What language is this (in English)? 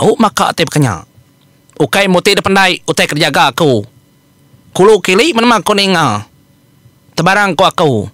Iban